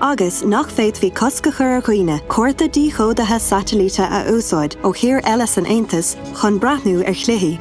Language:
Irish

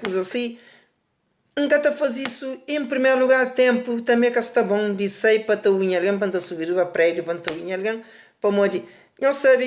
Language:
Kabuverdianu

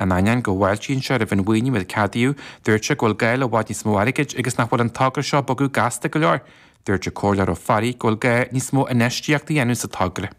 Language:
Irish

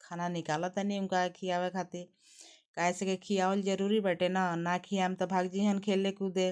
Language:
Bhojpuri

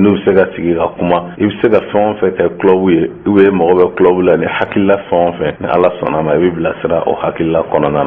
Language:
Bambara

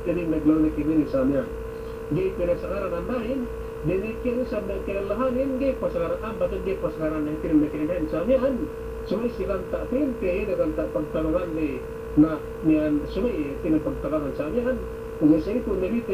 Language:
Yakan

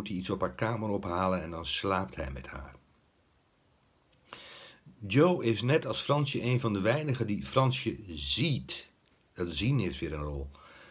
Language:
Dutch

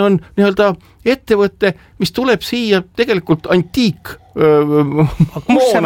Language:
Estonian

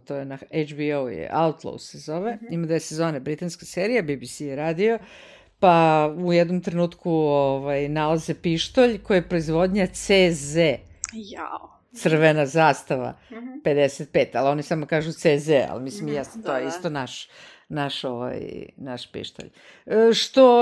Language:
Serbian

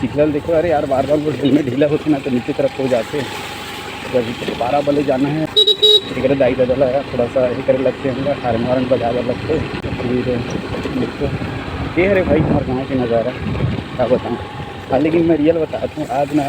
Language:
Chhattisgarhi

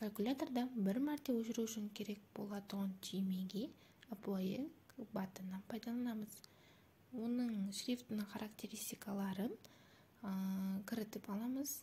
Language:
Kara-Kalpak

